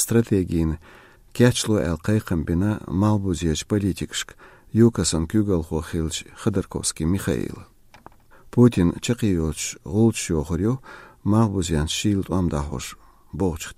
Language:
Chechen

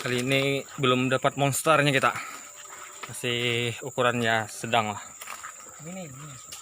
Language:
Banjar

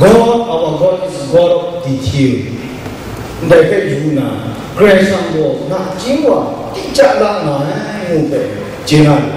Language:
Kachin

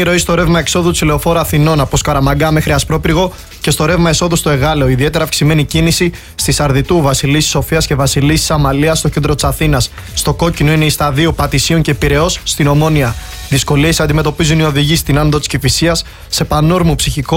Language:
Greek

